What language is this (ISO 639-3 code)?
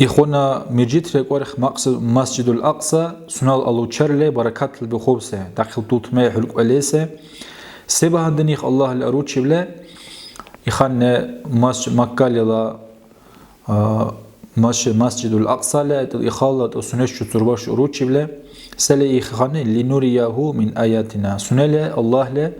dar